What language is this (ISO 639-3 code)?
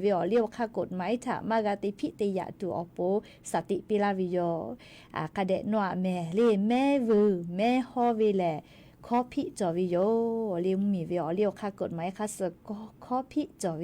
lhu